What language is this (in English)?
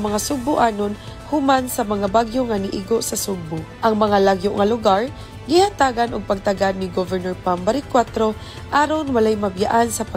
Cebuano